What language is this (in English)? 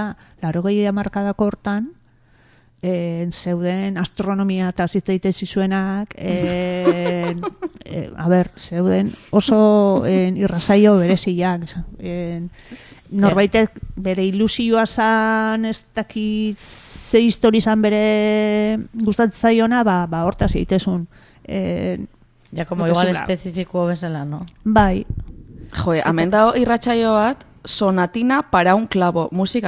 Basque